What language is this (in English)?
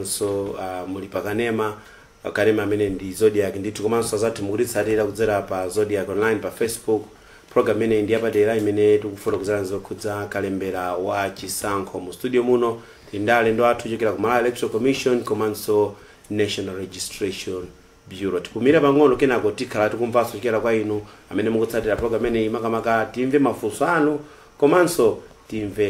Nyanja